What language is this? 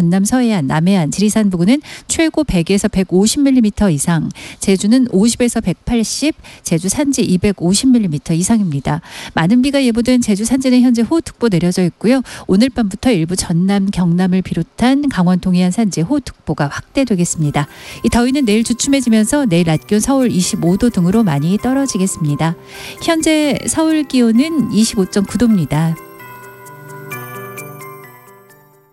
Korean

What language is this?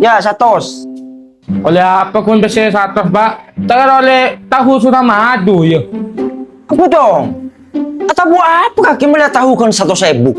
Madurese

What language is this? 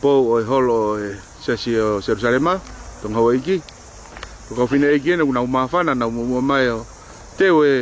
Tongan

